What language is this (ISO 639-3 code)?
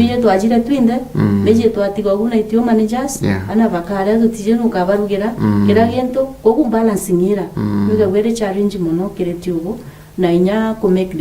mer